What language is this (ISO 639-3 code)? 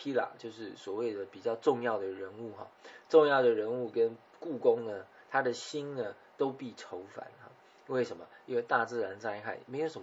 zho